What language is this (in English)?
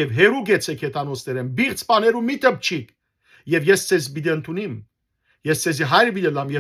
Western Armenian